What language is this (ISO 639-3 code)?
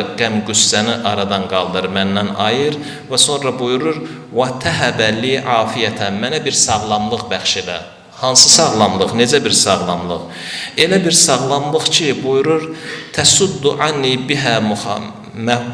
aze